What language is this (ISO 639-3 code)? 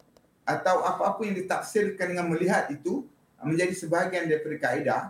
msa